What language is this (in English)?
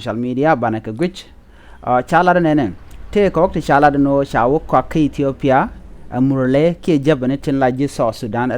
Nuer